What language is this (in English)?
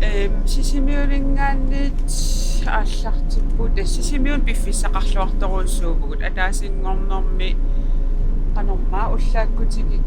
Kalaallisut